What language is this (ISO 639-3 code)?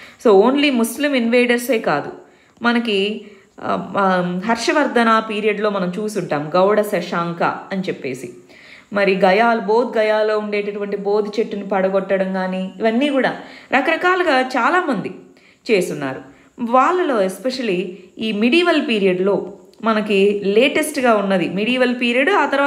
tel